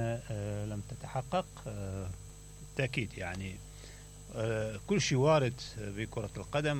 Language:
Mesopotamian Arabic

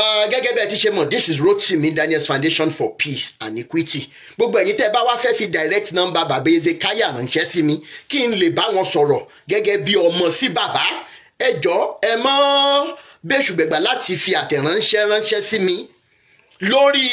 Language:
Yoruba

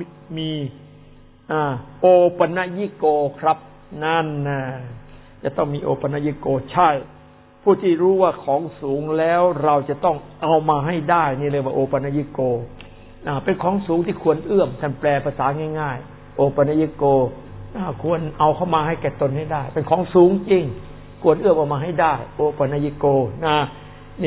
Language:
Thai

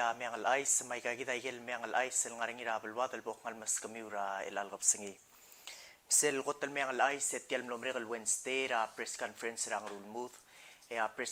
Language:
Palauan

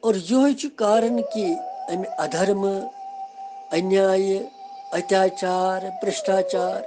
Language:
Kashmiri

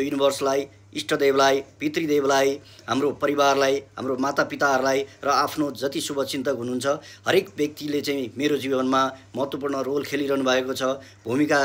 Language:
Nepali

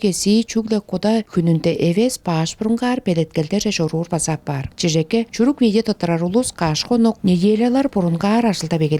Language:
Tuvinian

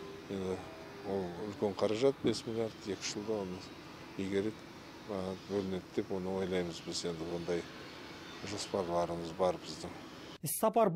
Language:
Kazakh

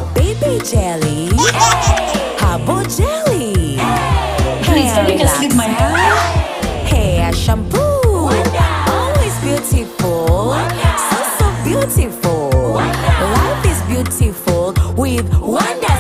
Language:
Nyankole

